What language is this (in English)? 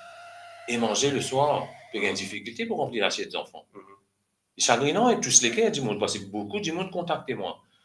Morisyen